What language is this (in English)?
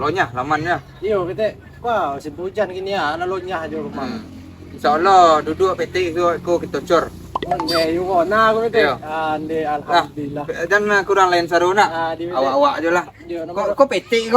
Minangkabau